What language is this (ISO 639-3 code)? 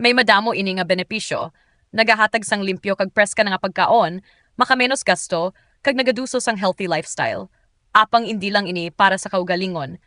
hil